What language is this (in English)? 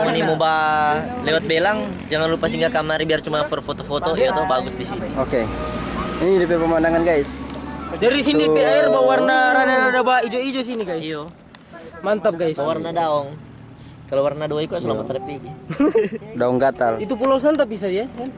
Manado Malay